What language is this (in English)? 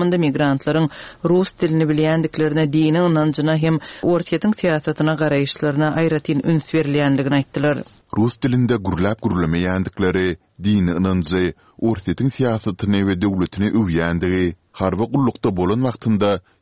Turkmen